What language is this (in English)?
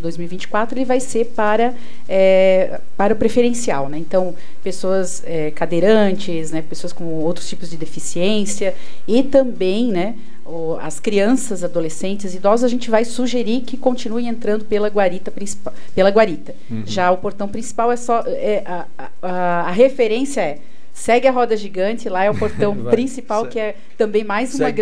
Portuguese